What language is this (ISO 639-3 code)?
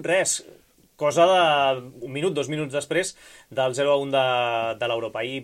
cat